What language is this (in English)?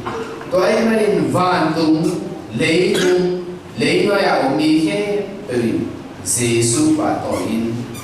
Tedim Chin